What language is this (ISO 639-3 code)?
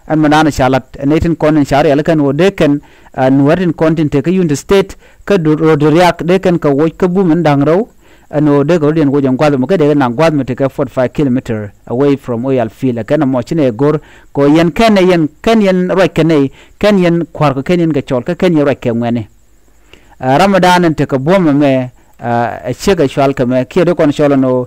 nus